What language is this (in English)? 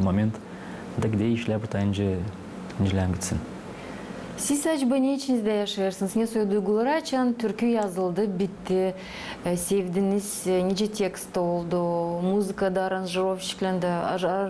Gagauz